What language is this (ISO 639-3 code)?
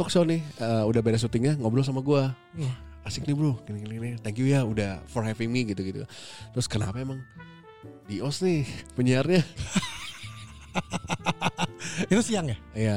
ind